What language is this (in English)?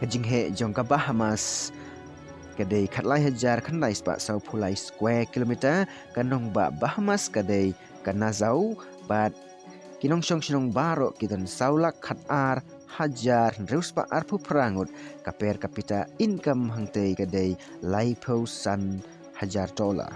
Khasi